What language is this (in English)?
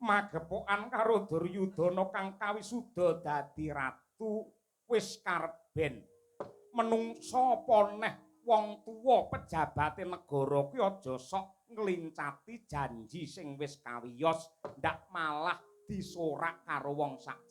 Javanese